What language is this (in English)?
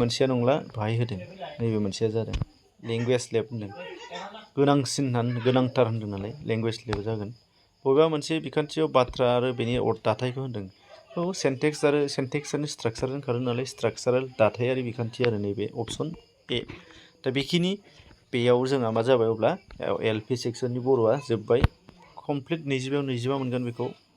Bodo